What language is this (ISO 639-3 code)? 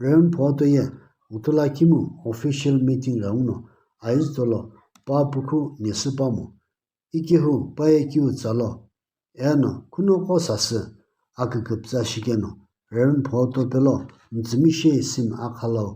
nsm